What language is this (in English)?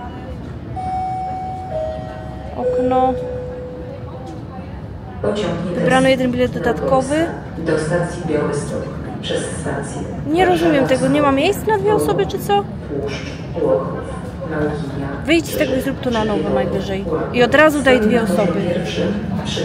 Polish